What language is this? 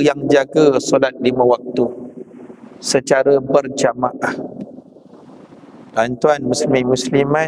Malay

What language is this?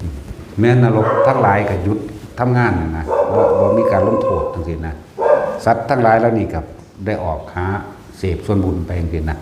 Northeastern Thai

